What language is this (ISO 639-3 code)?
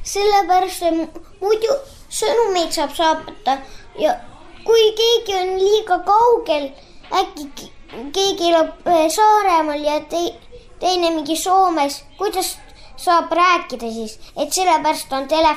est